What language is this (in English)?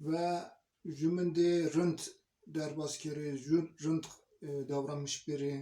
Zaza